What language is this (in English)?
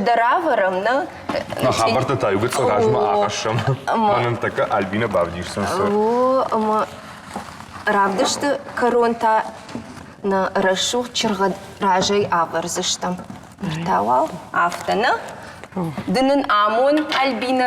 Ossetic